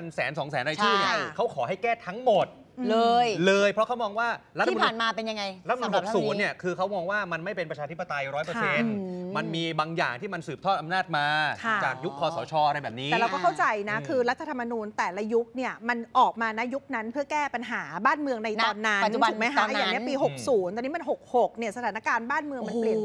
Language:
Thai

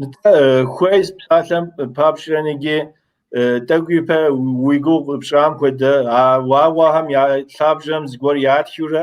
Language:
Kabardian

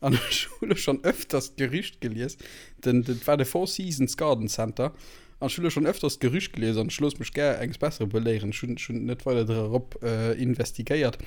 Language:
Luxembourgish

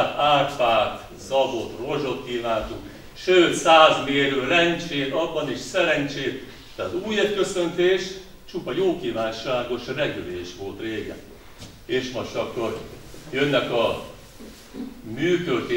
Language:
Hungarian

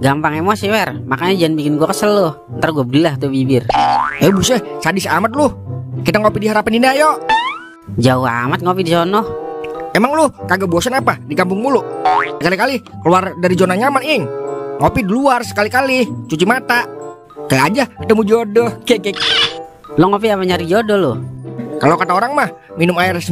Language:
Betawi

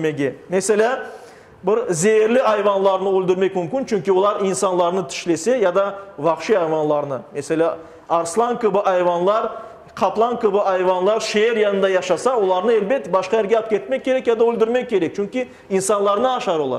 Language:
Crimean Tatar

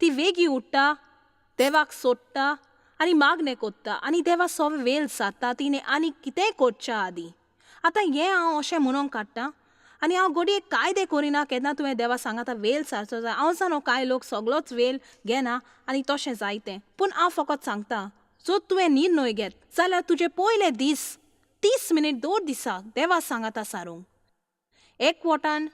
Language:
Konkani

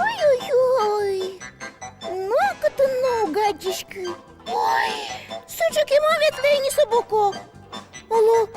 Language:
Udmurt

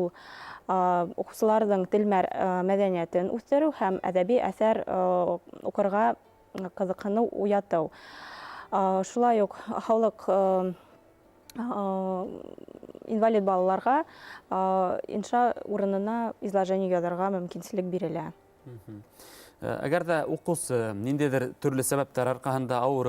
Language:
Bashkir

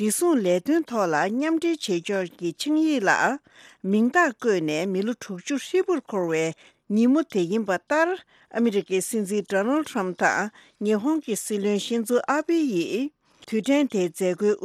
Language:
Tibetan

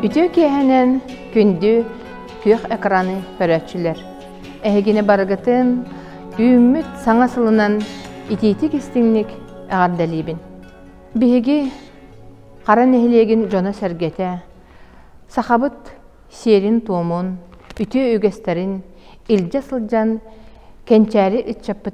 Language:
Yakut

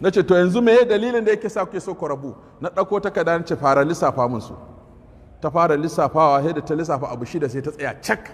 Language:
Hausa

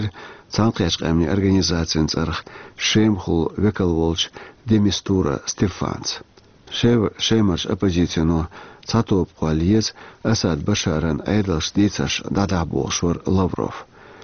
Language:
Chechen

